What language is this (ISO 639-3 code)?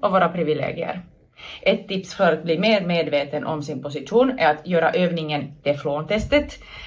swe